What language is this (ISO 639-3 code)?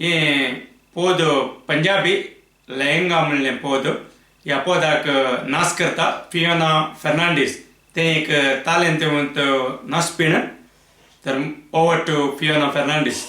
kok